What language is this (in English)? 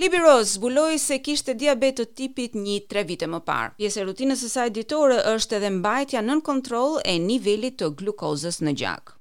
Albanian